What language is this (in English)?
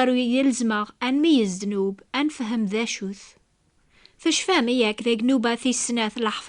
Kabyle